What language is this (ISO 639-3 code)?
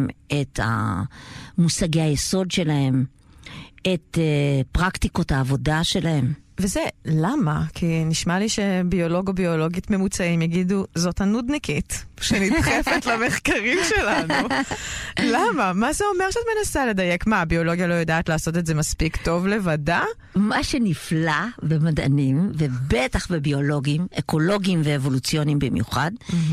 heb